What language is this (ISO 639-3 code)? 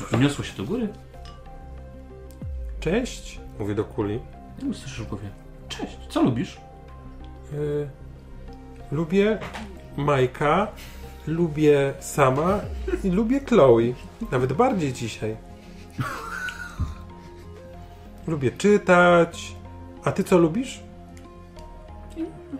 pol